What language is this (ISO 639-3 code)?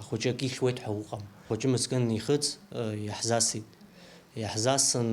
abk